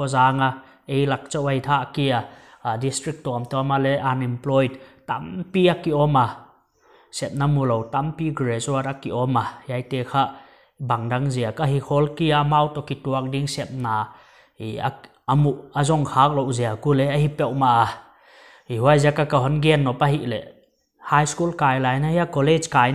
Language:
Paite Chin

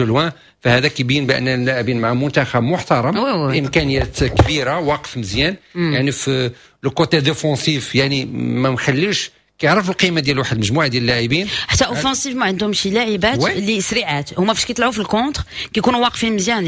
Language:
Moroccan Arabic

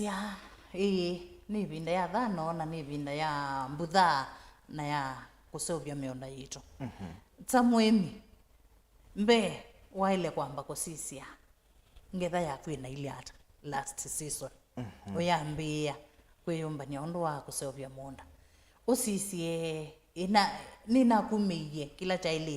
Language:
Kamba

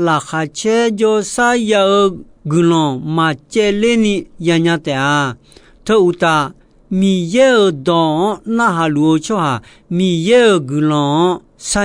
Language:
Akha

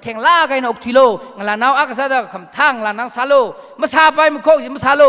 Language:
Tangkhul Naga (India)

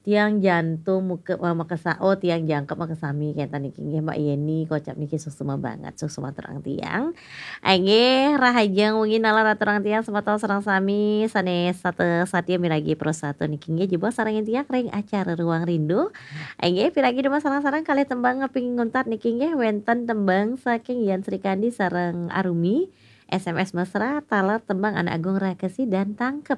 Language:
Balinese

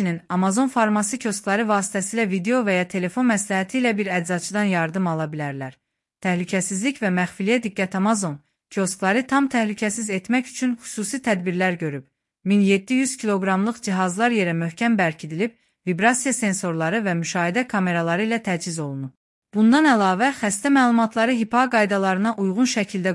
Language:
Azerbaijani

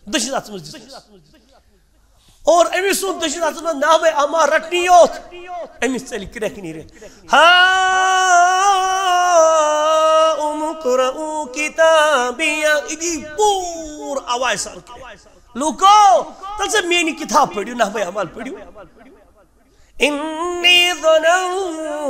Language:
Kashmiri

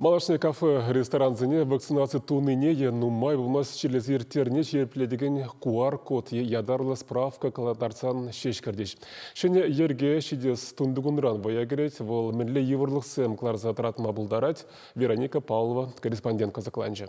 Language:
Chuvash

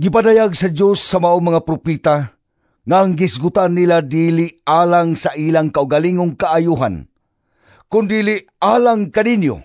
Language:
Cebuano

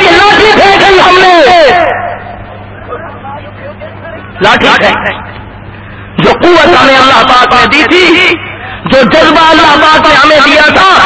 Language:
Urdu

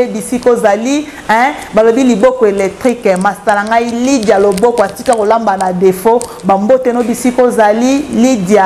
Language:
Lingala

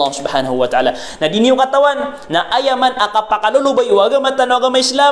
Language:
Maranao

